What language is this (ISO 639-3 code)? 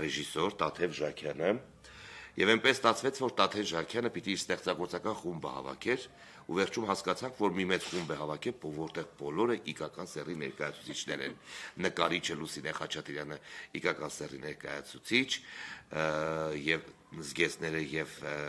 hye